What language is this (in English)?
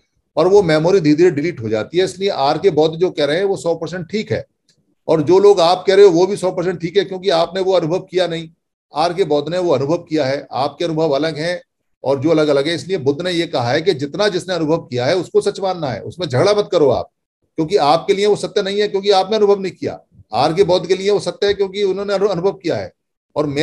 Hindi